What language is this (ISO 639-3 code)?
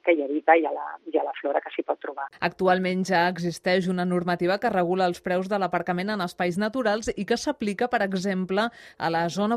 cat